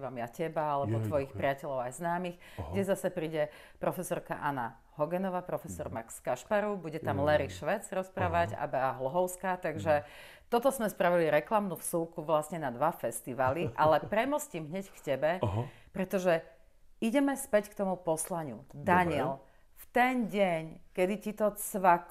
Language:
Slovak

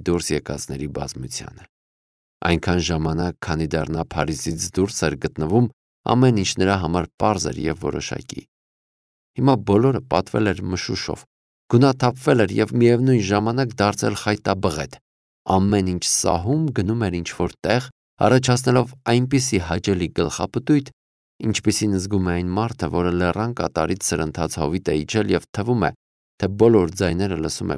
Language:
Armenian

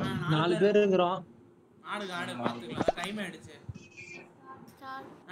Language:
Tamil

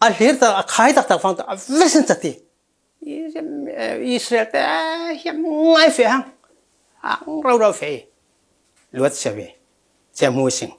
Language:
Falam Chin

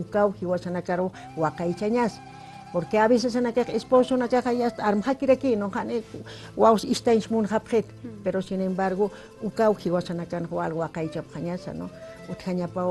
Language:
Aymara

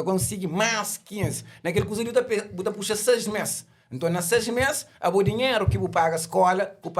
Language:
Kabuverdianu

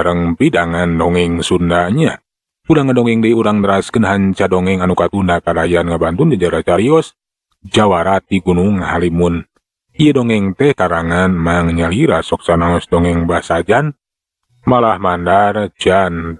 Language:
Sundanese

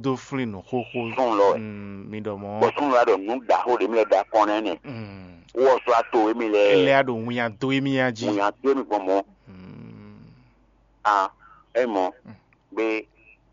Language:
Fon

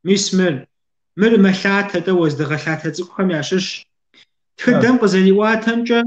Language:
Kabardian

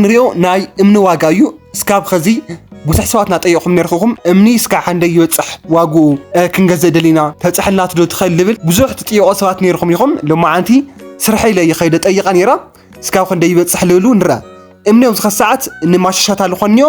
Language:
Tigrinya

